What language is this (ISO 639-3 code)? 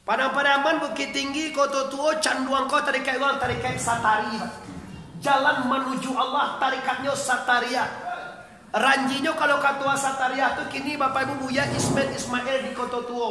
min